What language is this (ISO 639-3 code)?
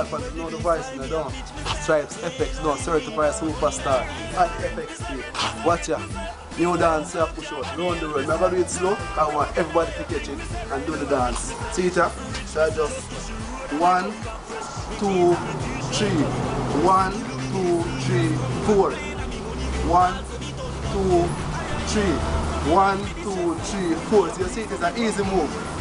jam